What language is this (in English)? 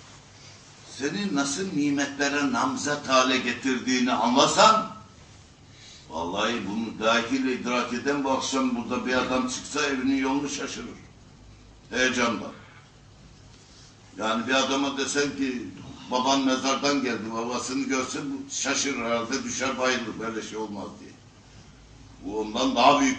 Turkish